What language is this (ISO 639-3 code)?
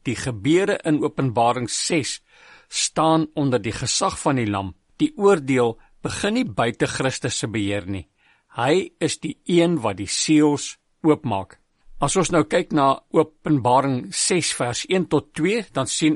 afr